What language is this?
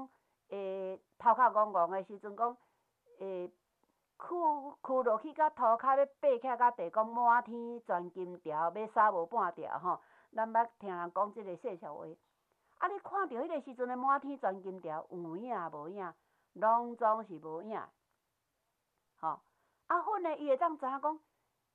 Min Nan Chinese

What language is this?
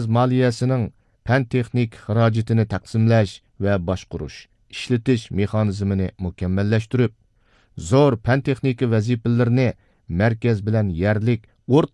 Uyghur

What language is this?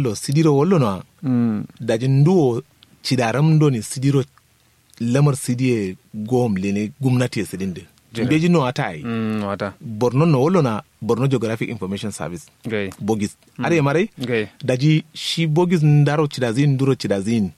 Kanuri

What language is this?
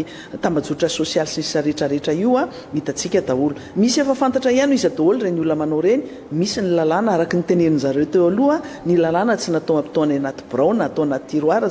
Malagasy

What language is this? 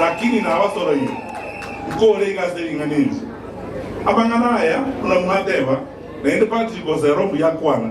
Gusii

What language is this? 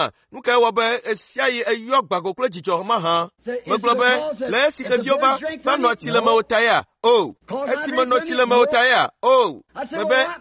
Ewe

